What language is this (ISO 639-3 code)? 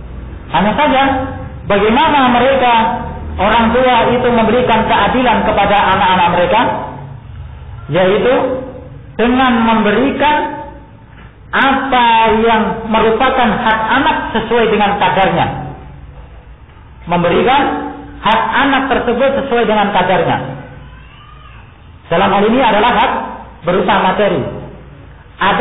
ind